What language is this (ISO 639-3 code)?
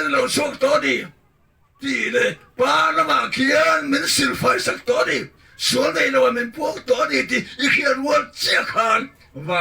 lus